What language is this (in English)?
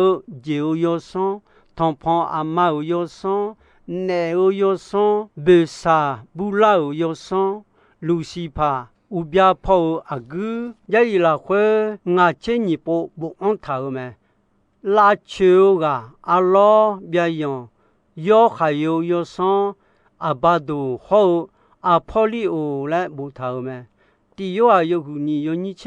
Akha